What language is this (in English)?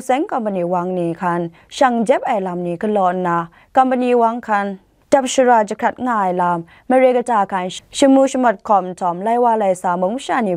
Kachin